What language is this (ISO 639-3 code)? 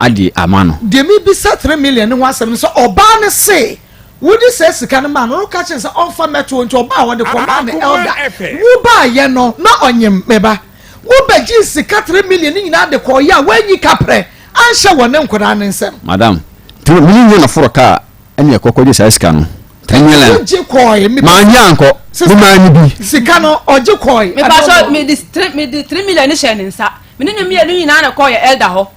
aka